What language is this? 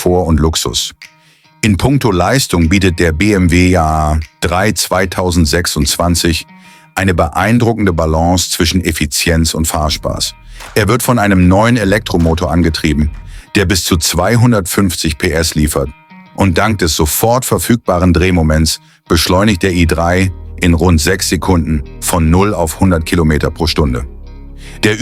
Swiss German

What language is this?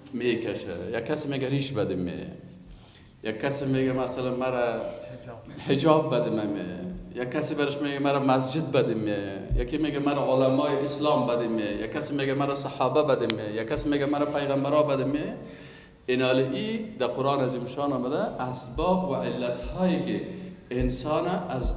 Persian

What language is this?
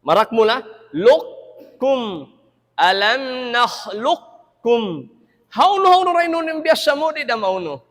Tausug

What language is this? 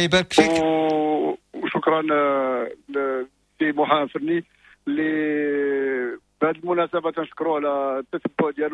Moroccan Arabic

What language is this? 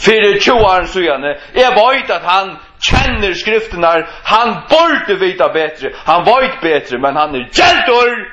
Faroese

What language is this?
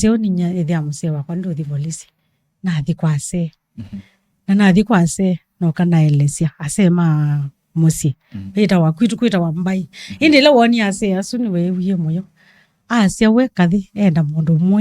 Kamba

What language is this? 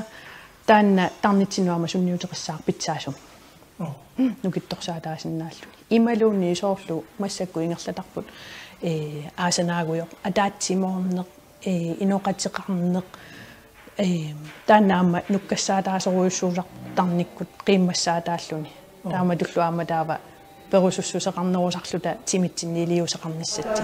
Kalaallisut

